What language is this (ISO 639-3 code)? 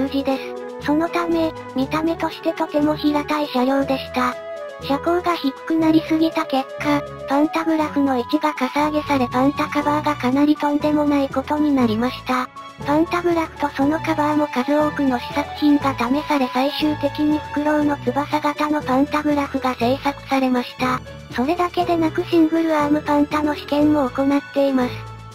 jpn